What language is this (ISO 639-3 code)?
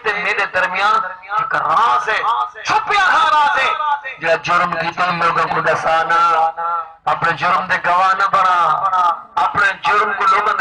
skr